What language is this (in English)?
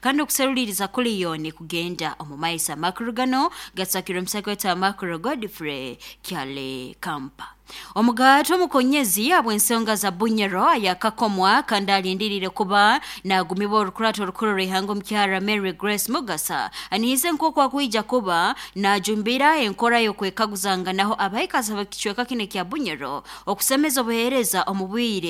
Nyoro